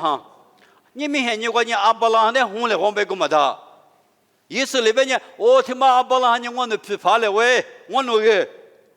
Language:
Lisu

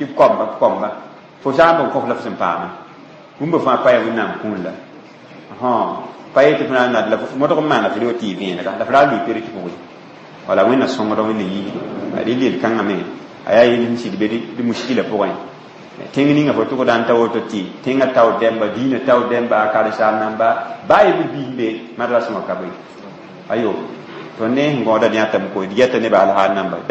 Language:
Mossi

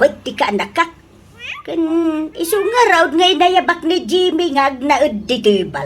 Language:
Iloko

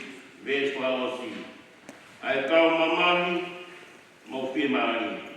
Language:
Tongan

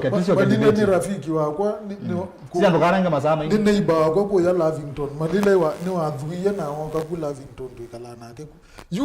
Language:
Kamba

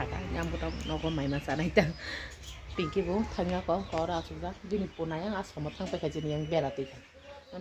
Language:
Kok Borok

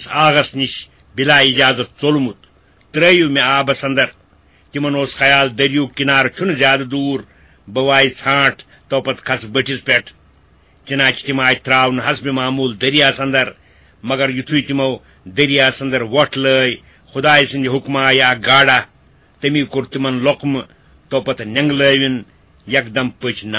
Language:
Kashmiri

